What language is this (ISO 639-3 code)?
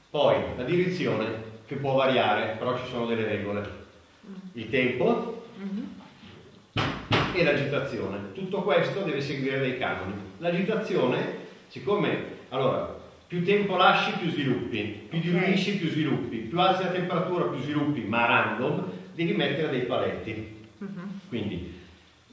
ita